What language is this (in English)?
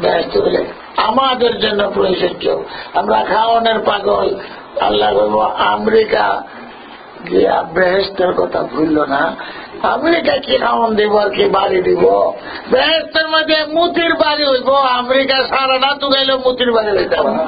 Sylheti